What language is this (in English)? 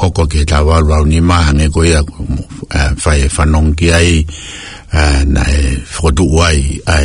Tongan